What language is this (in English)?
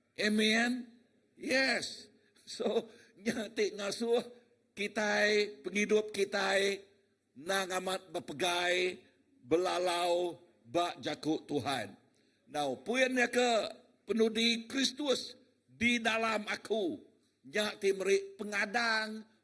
Iban